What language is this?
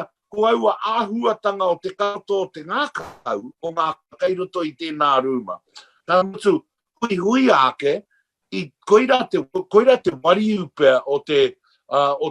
Māori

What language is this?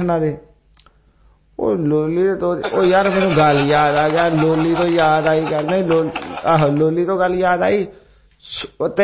Punjabi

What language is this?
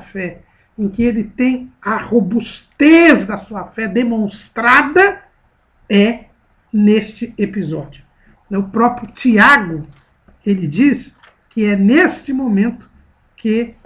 Portuguese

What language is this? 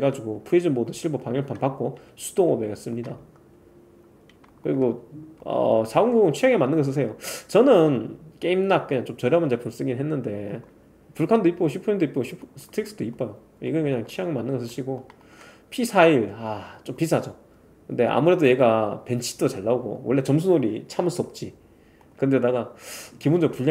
Korean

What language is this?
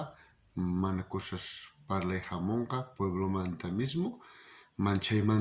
South Bolivian Quechua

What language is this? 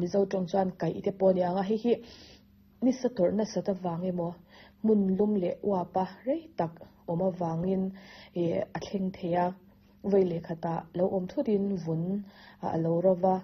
Mizo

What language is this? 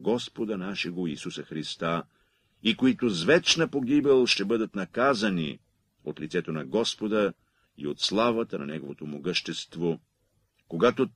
Bulgarian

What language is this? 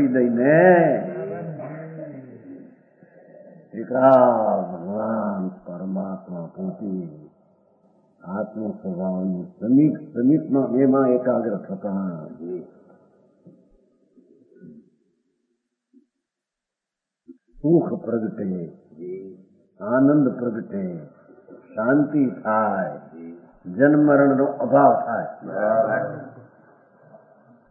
Gujarati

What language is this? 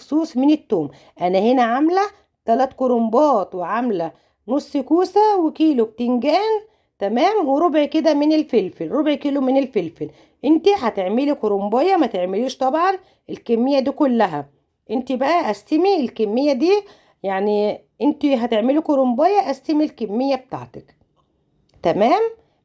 Egyptian Arabic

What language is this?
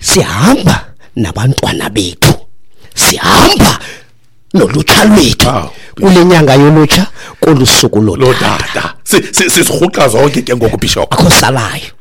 Xhosa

